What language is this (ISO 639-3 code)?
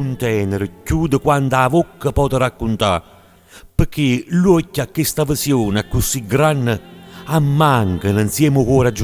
nap